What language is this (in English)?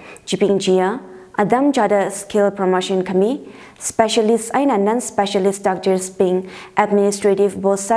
Tangkhul Naga (India)